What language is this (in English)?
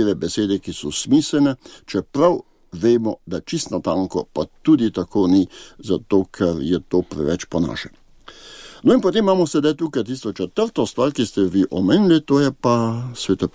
Slovenian